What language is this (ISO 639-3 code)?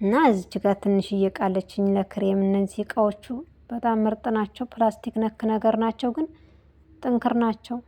amh